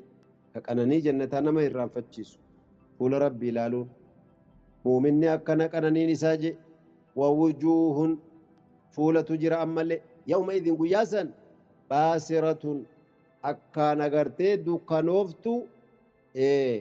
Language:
Oromo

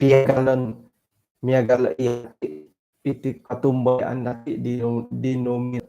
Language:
Central Dusun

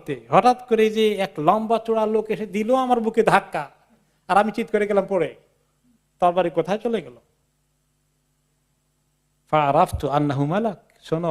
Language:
Bangla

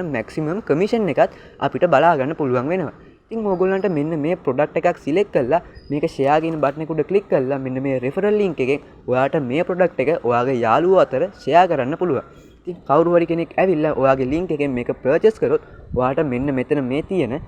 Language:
Sinhala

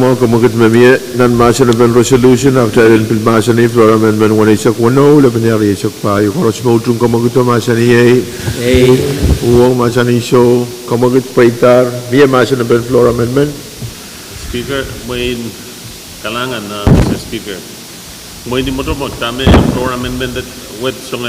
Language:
Pohnpeian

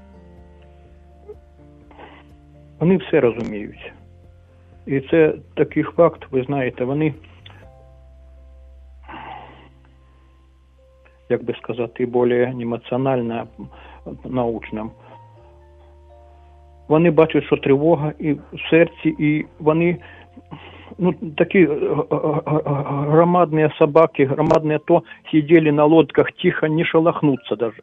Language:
Ukrainian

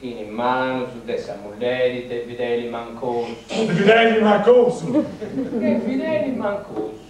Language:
Sardinian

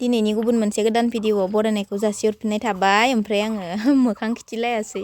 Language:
Bodo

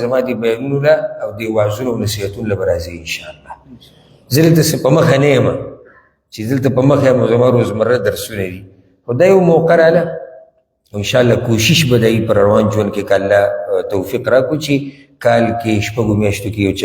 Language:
Pashto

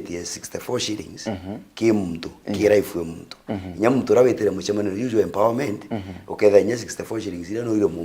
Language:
Meru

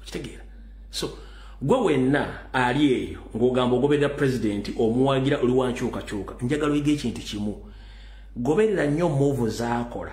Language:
Ganda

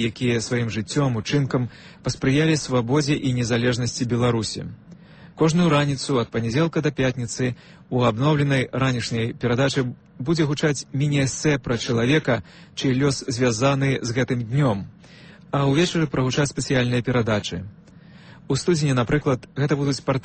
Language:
Belarusian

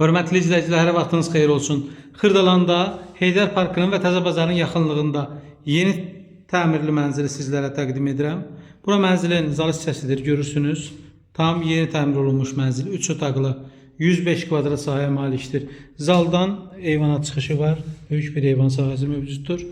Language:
Azerbaijani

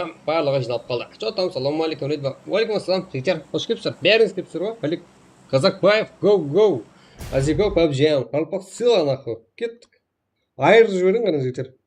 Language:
Kara-Kalpak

